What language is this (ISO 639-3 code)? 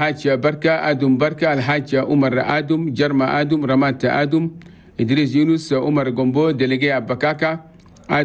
shu